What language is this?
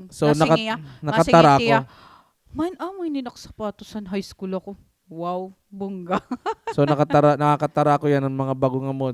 Waray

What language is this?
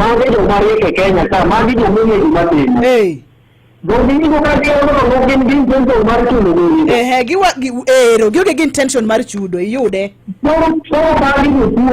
Luo (Kenya and Tanzania)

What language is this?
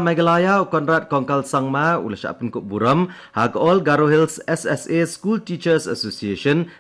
Khasi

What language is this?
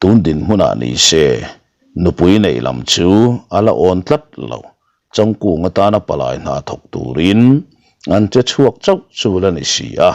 Mizo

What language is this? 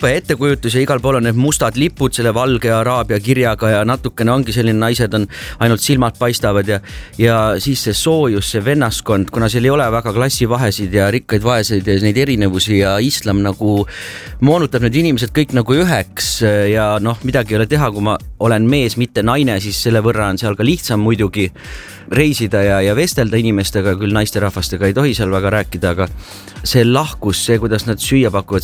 Estonian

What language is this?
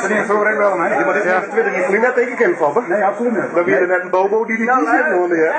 Western Frisian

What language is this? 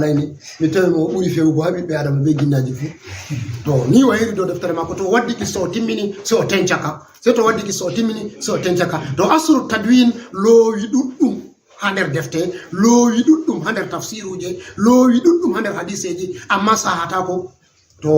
Fula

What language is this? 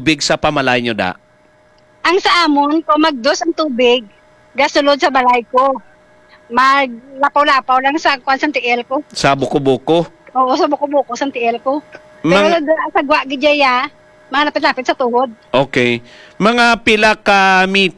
Hiligaynon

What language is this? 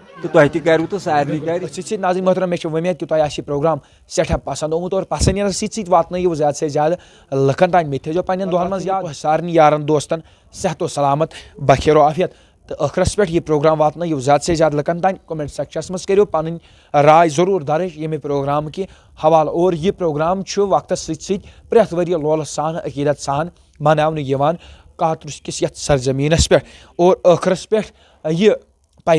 Kashmiri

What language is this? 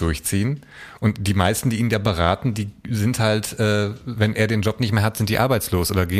German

